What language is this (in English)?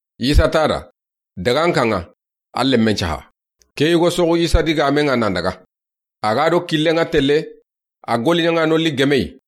Soninke